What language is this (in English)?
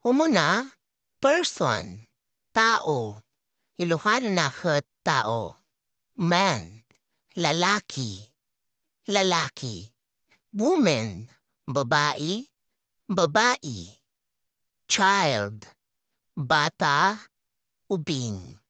Iloko